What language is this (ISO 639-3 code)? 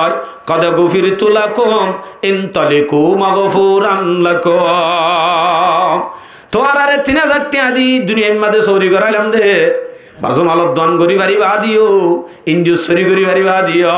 rhg